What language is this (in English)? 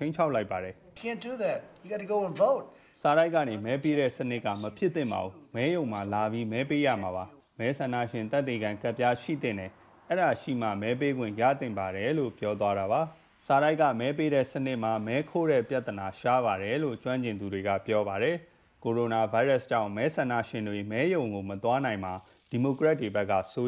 Burmese